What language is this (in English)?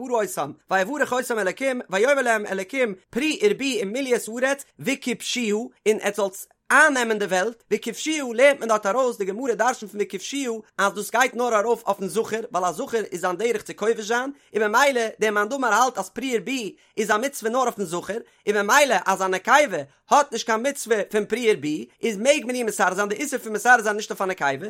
Yiddish